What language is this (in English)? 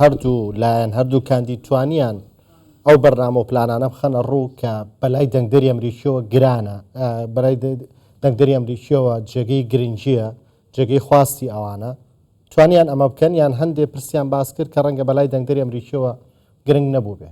Central Kurdish